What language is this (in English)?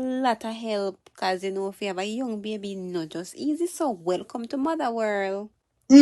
Jamaican Creole English